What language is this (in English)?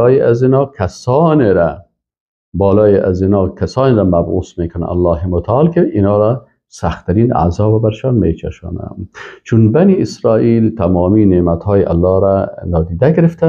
Persian